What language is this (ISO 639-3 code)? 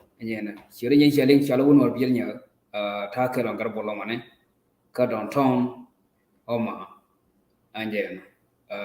nus